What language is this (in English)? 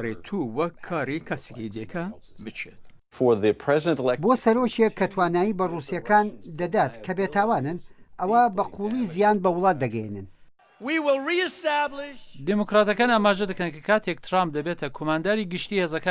Central Kurdish